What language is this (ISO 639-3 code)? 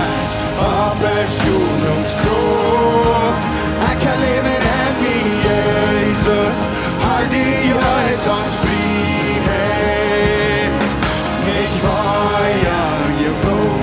pdt